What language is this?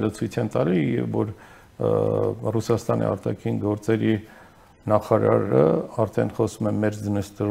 Armenian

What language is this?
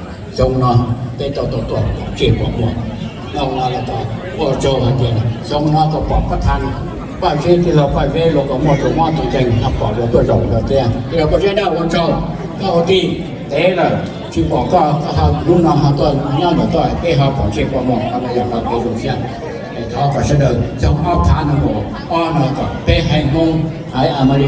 Hmong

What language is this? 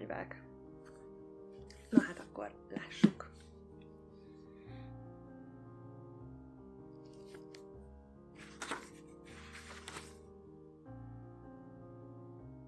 Hungarian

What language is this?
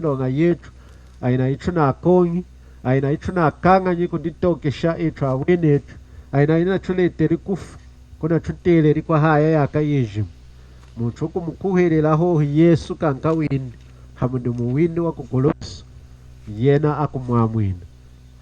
Lunda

